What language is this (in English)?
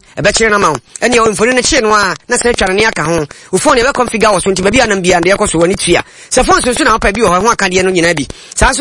Akan